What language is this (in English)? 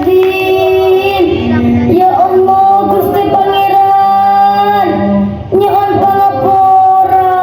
Madurese